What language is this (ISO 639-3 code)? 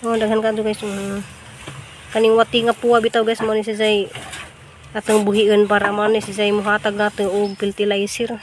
ceb